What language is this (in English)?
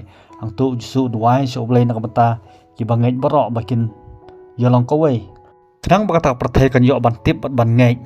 Khasi